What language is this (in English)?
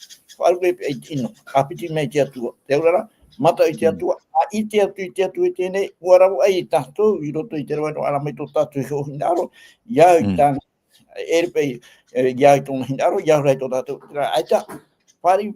Tahitian